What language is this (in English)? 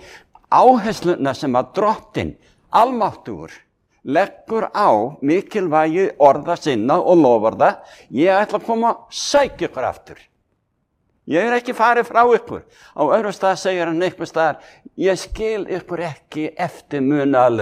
Icelandic